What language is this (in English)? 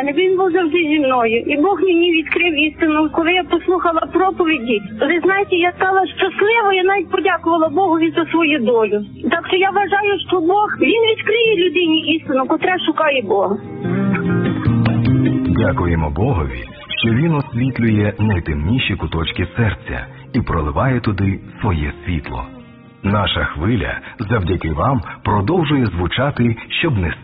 Ukrainian